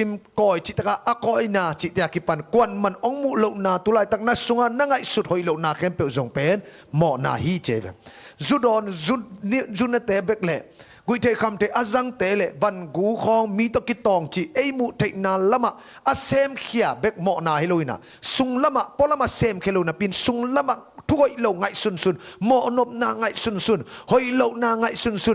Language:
Tedim Chin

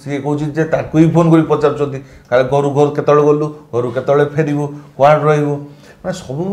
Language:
Odia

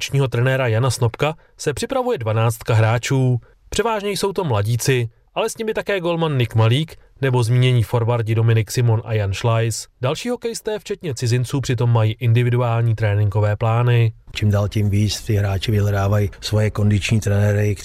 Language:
Czech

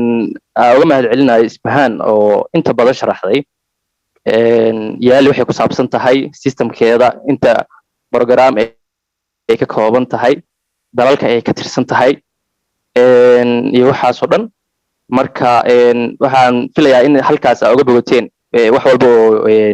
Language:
Somali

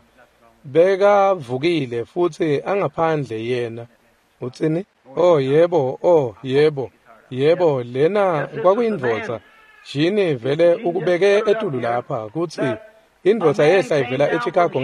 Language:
Swati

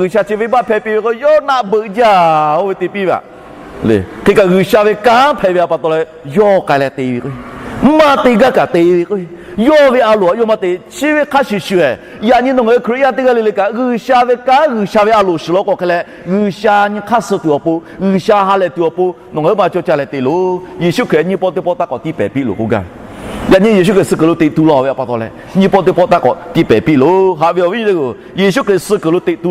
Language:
Lahu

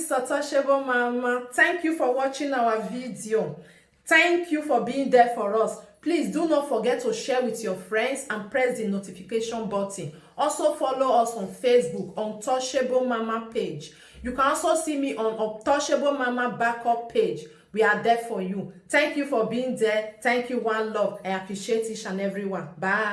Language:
Nigerian Pidgin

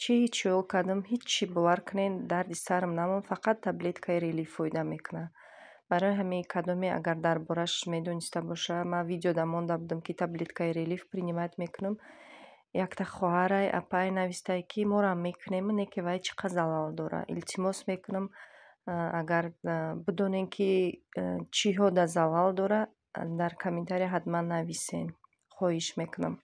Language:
Tajik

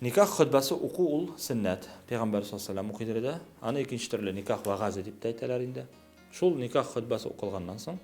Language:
Tatar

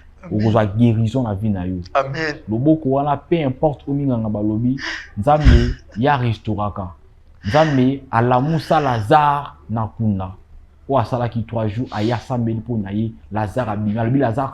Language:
Lingala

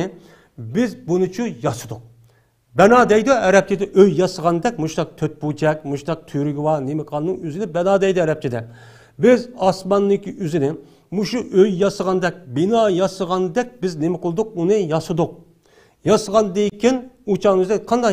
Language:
Uyghur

